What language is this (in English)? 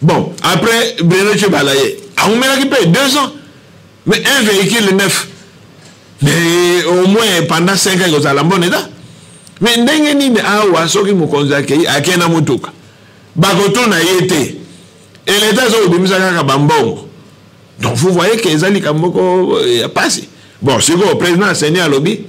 Lingala